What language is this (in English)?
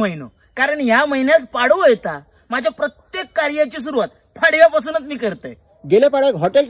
Konkani